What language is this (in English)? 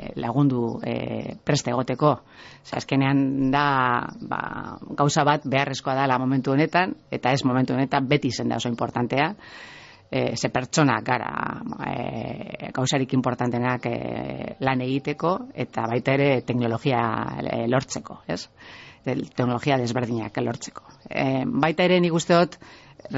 Basque